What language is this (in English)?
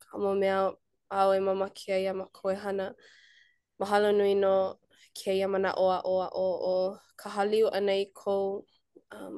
Hawaiian